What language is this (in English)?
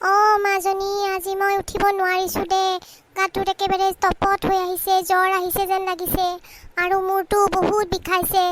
Assamese